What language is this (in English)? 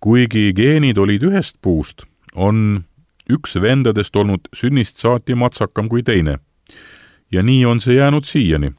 Estonian